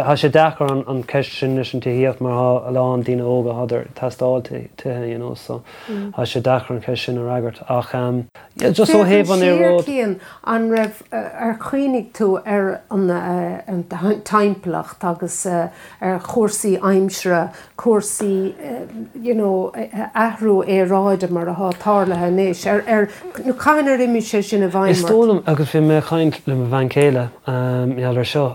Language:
Irish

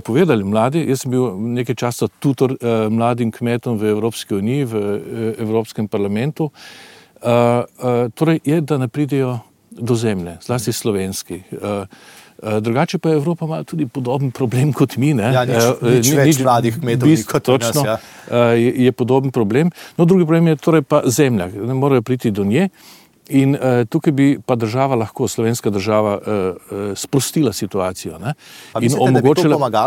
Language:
Slovenian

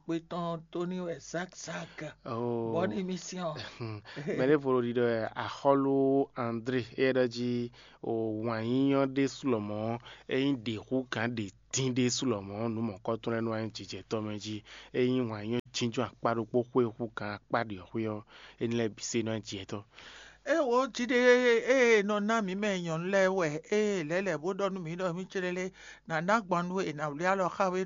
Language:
Fon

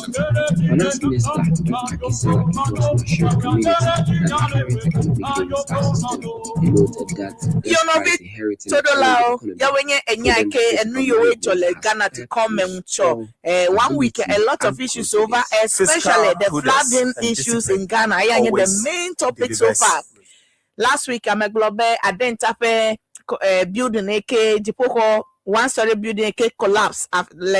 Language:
Ewe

